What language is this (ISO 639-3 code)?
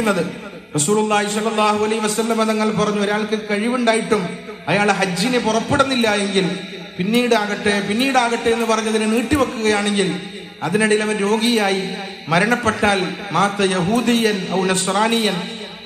mal